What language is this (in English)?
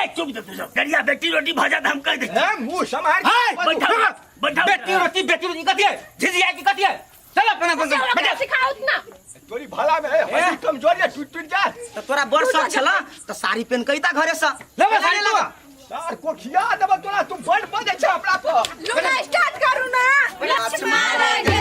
Maithili